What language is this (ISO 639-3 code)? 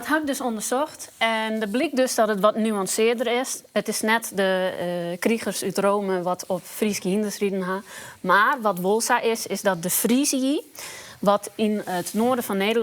fry